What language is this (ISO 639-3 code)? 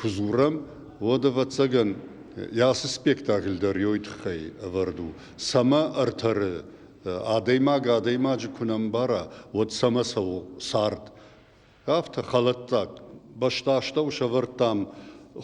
oss